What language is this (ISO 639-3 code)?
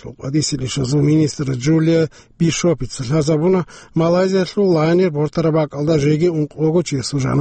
ava